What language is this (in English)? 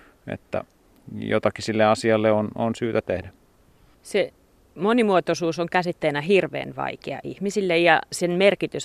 Finnish